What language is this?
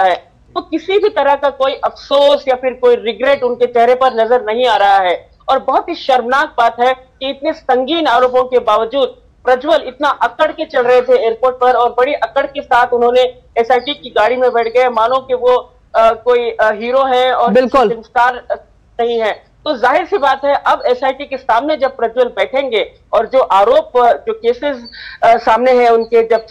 Hindi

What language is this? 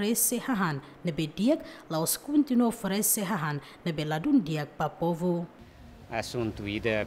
Tetum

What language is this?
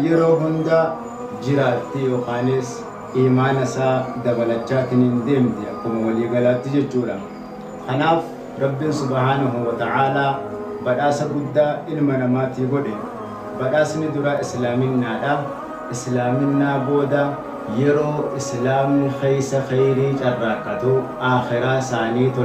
Oromo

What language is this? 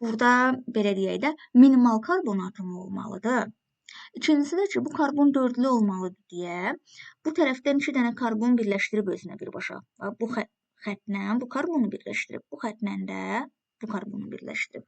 Azerbaijani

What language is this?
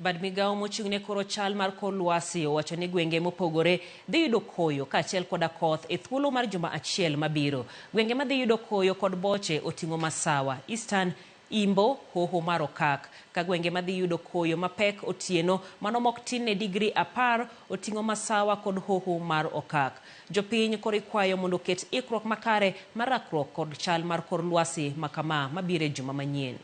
Luo (Kenya and Tanzania)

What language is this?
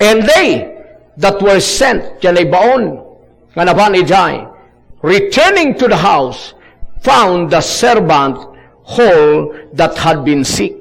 Iloko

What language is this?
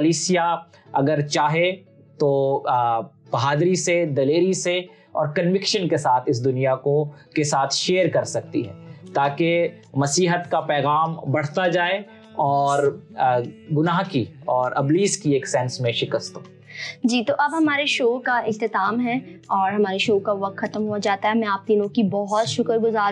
Urdu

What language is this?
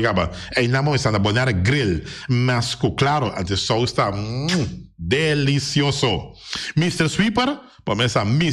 Papiamento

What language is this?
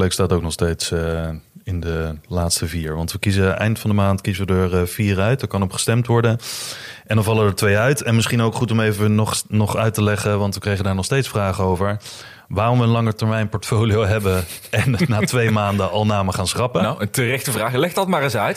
Dutch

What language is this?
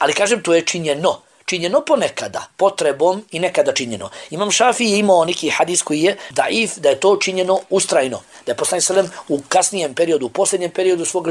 Bosnian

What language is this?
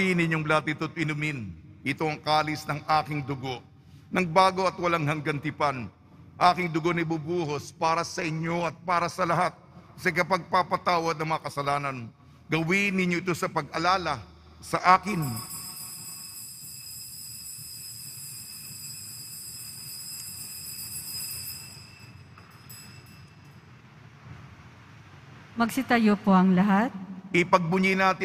Filipino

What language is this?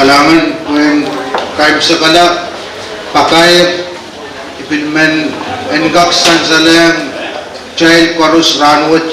Pohnpeian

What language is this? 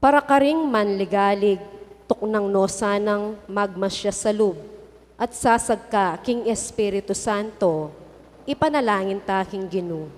Pampanga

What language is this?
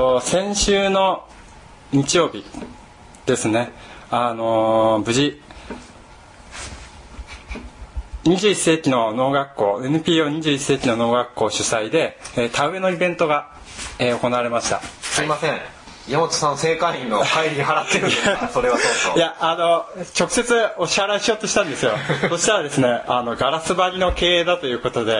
Japanese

